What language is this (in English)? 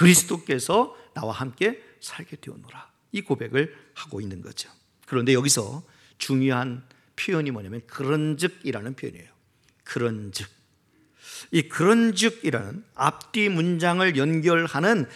Korean